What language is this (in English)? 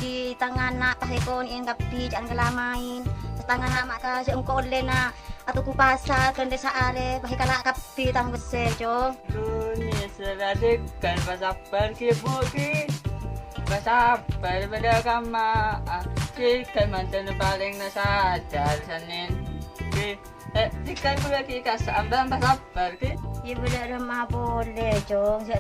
Madurese